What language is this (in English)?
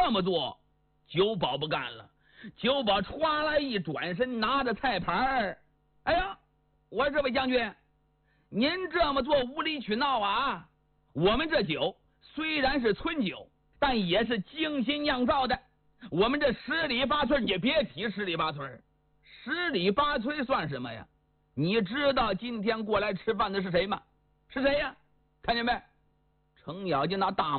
Chinese